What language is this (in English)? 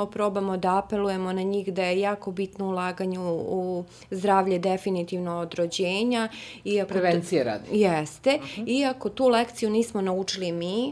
Serbian